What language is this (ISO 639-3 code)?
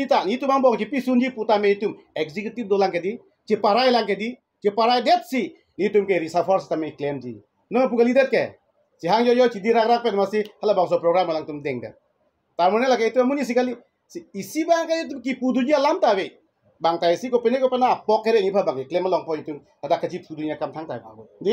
mjw